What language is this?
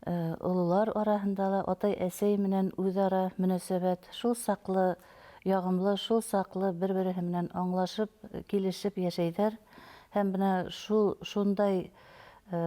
Bashkir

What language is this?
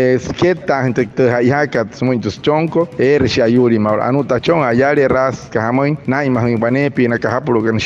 Wayuu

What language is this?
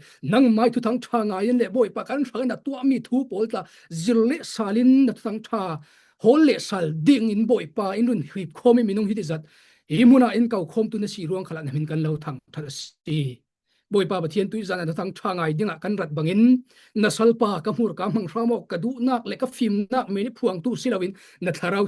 Falam Chin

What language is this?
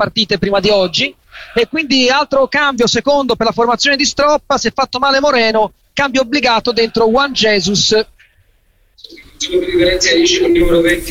Italian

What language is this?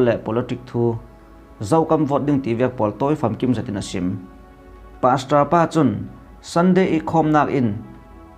Falam Chin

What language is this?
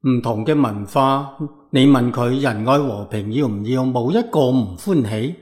Cantonese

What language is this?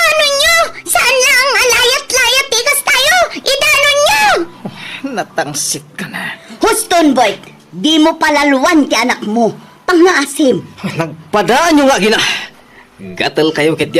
Iloko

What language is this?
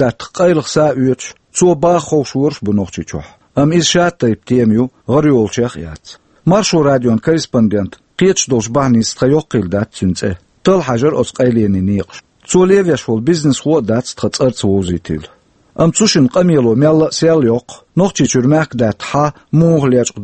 Chechen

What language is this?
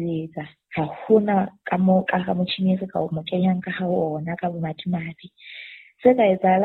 Southern Sotho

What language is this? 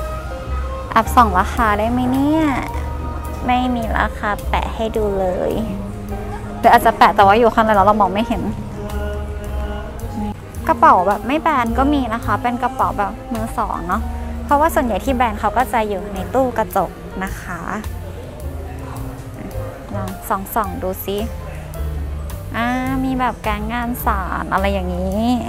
Thai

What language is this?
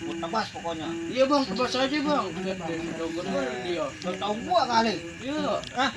Betawi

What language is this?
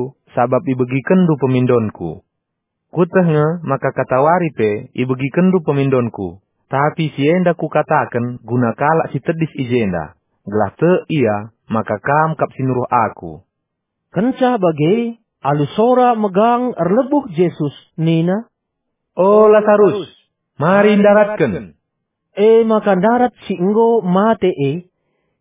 Batak Karo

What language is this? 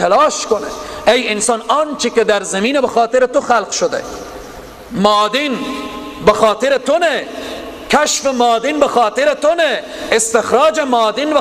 Persian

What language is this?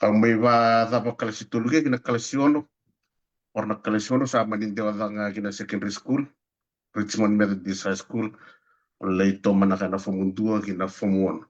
Fijian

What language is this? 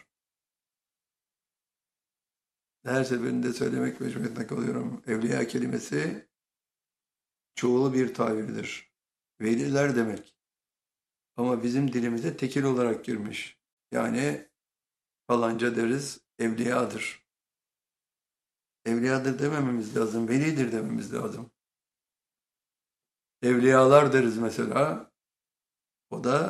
Turkish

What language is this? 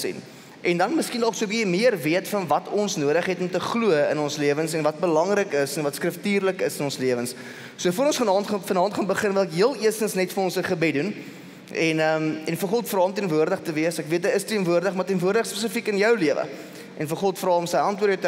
Afrikaans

